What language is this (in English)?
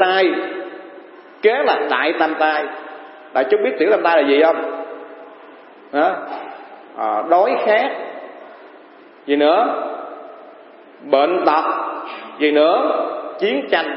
Vietnamese